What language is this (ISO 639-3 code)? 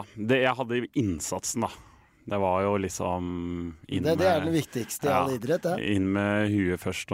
nor